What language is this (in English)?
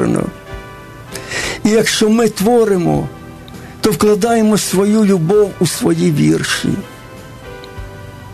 Ukrainian